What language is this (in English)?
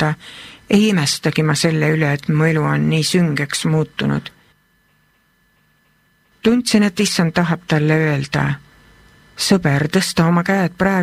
Estonian